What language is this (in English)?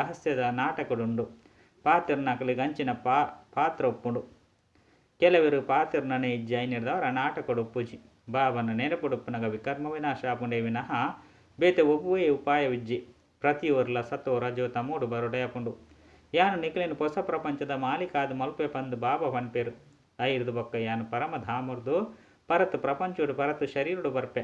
Tulu